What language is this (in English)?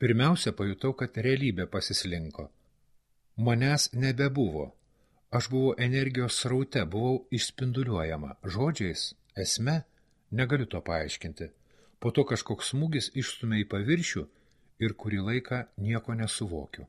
Lithuanian